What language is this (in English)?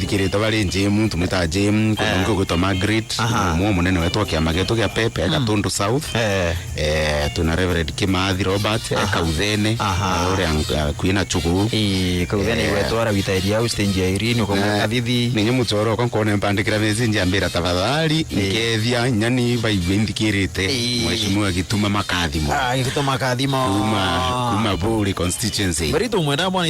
Meru